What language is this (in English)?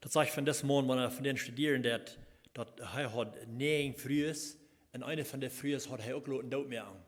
Plautdietsch